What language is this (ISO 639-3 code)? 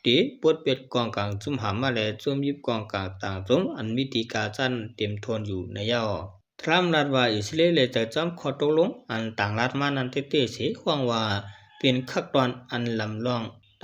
shn